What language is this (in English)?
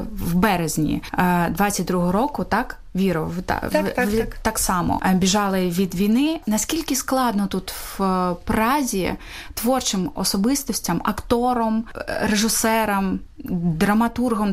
Ukrainian